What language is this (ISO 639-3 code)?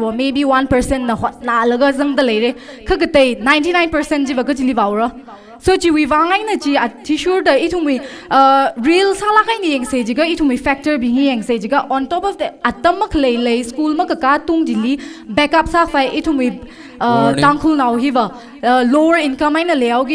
nmf